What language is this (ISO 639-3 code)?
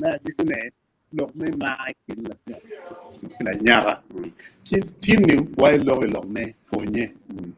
ach